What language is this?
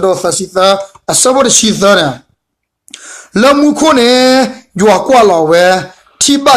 S'gaw Karen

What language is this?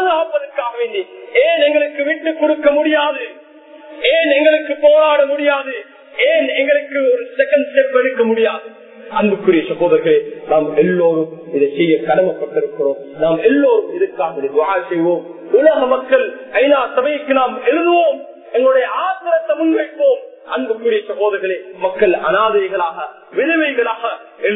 Tamil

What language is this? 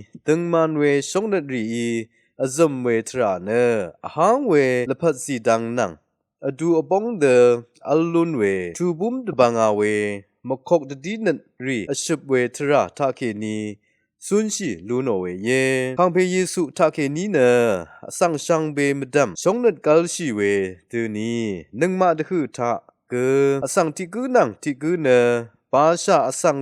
Rawang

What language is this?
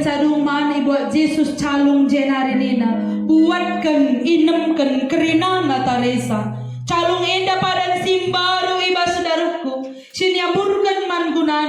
Batak Karo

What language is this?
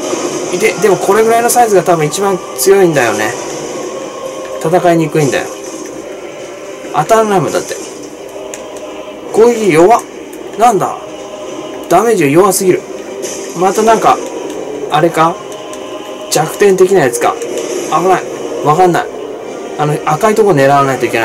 Japanese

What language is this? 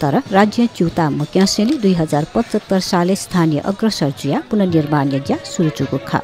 Newari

